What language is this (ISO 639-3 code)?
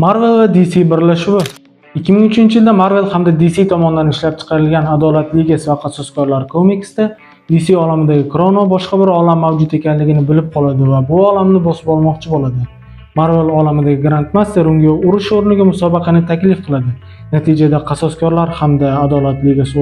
uzb